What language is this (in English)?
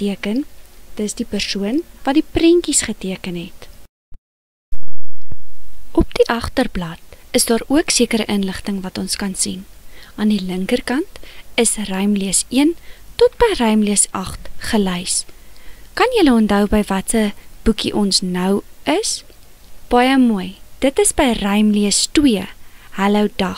Afrikaans